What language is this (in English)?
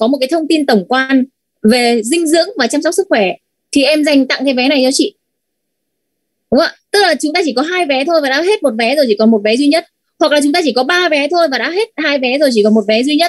Vietnamese